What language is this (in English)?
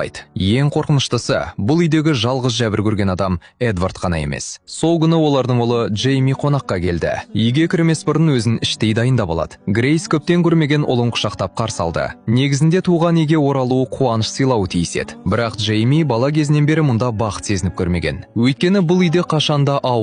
Kazakh